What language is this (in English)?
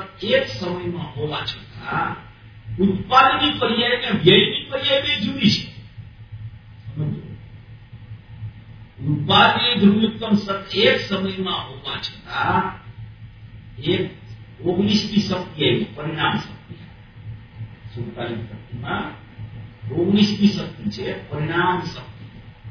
Gujarati